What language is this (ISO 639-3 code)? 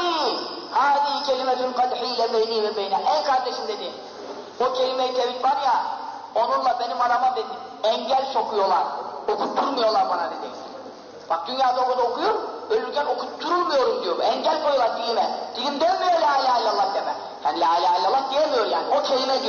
tur